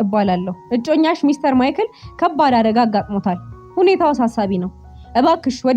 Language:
Amharic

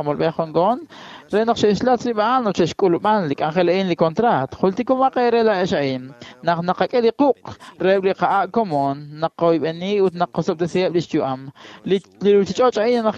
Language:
Kekchí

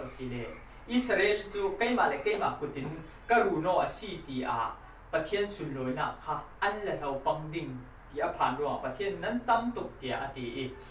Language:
Falam Chin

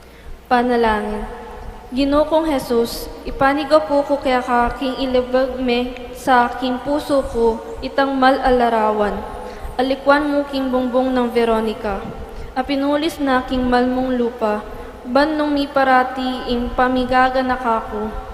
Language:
Pampanga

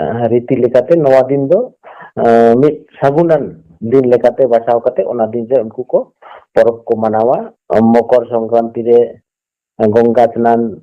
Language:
Santali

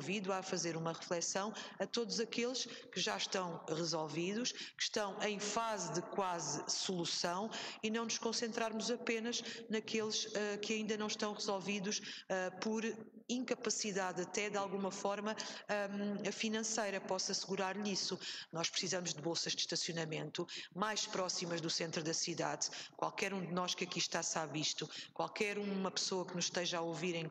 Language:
Portuguese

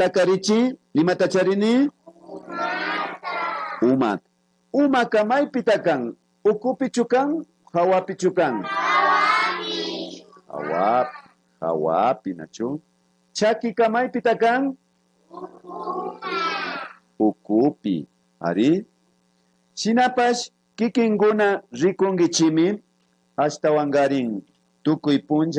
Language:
Imbabura Highland Quichua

